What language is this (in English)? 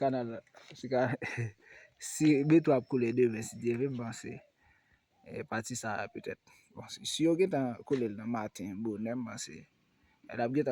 Haitian Creole